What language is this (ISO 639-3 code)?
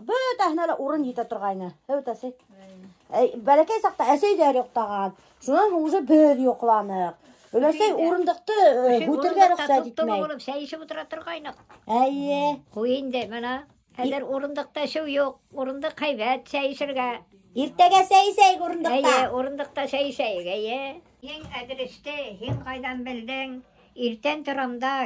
bak